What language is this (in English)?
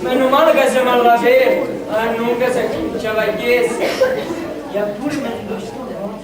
Sicilian